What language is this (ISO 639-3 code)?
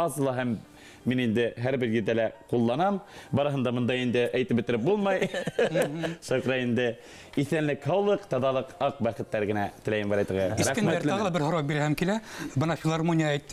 bak